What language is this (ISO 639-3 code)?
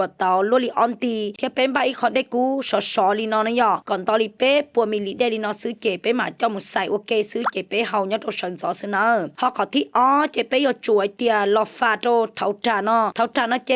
hmn